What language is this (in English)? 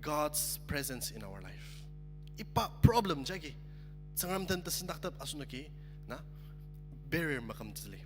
Ao Naga